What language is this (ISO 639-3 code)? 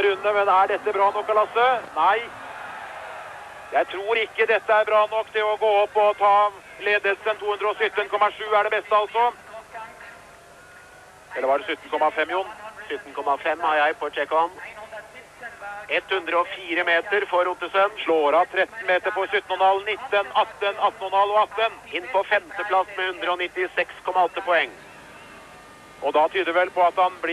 nor